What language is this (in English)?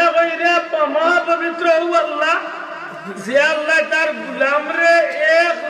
Sylheti